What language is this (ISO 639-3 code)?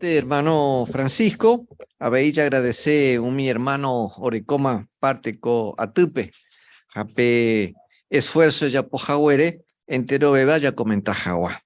grn